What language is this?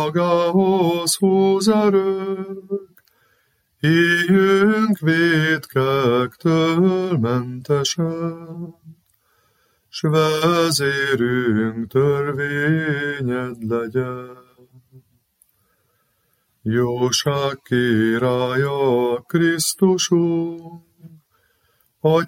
Hungarian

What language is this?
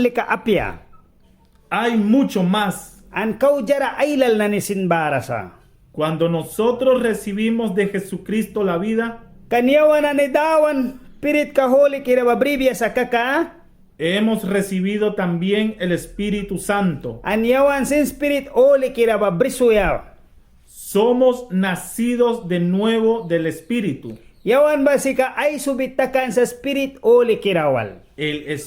Mískito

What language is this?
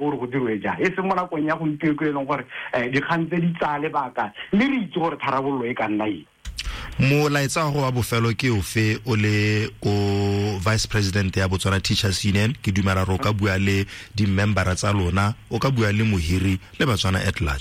Tswana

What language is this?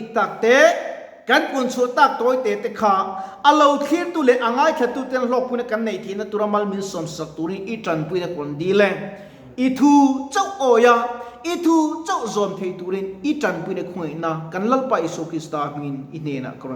Mizo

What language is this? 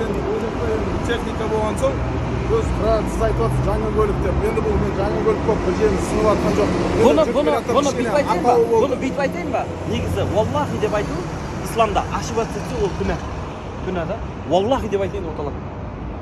Kazakh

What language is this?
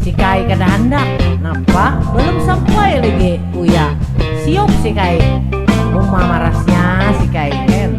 Banjar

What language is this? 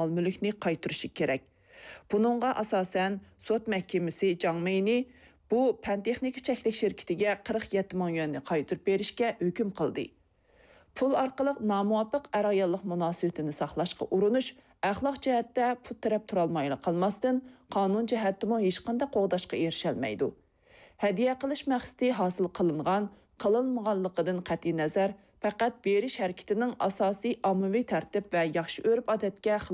Uyghur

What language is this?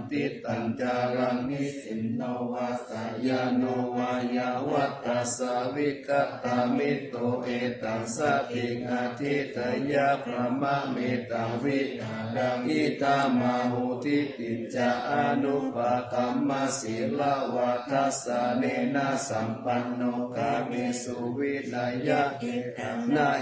Pali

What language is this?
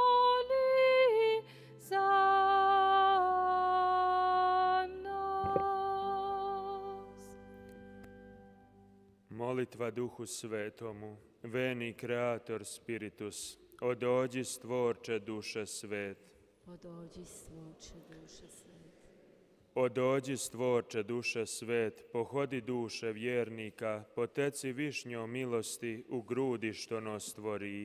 Croatian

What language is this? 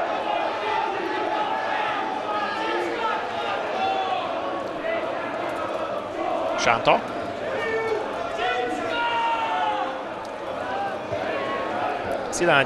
Hungarian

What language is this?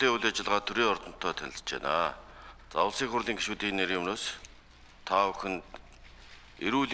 Mongolian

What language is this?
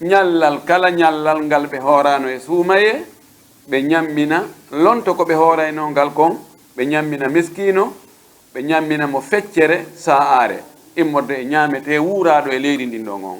Pular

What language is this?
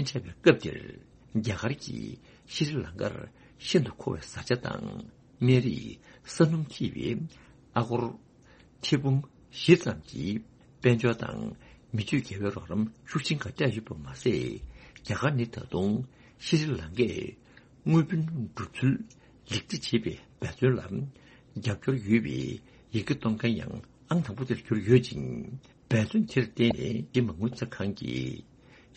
Tibetan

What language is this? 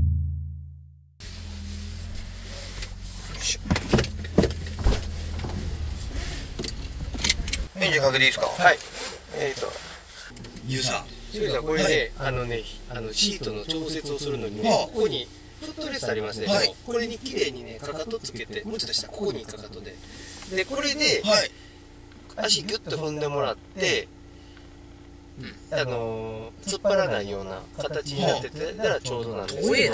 Japanese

